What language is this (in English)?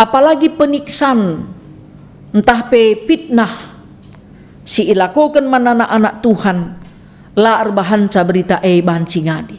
Batak Karo